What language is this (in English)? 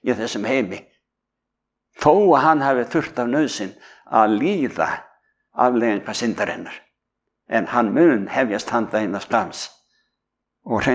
Icelandic